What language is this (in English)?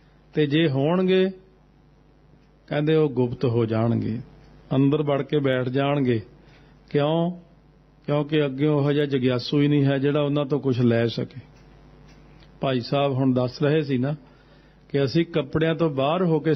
Punjabi